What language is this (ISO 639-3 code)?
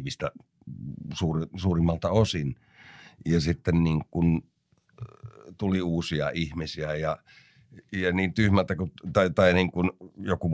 fin